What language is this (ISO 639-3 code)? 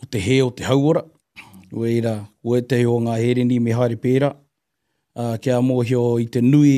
mri